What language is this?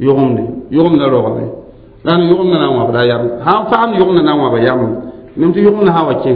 Mossi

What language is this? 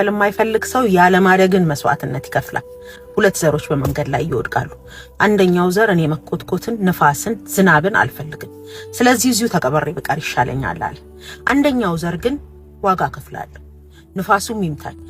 Amharic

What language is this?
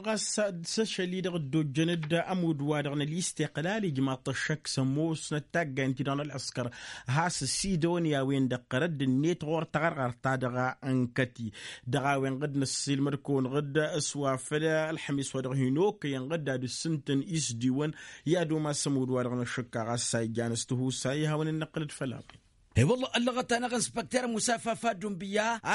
Tamasheq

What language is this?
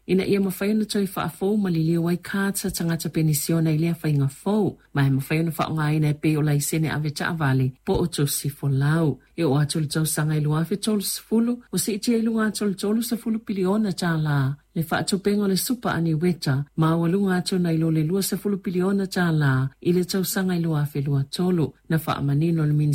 Samoan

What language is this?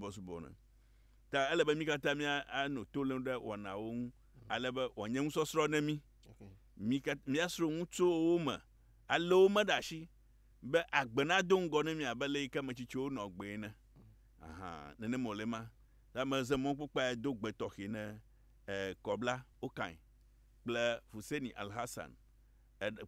Ewe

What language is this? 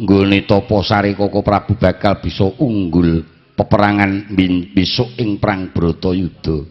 Javanese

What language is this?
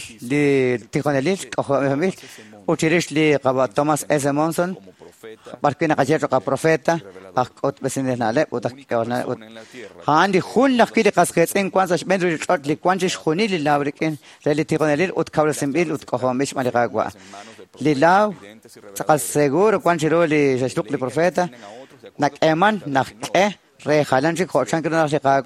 Kekchí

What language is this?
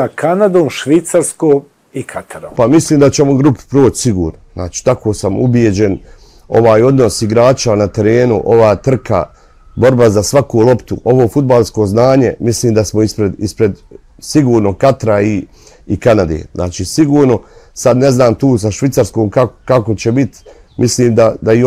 Bosnian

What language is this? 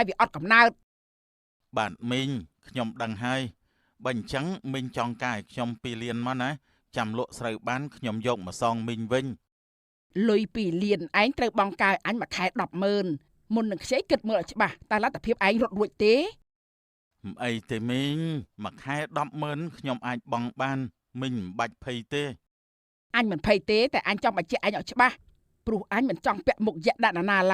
Khmer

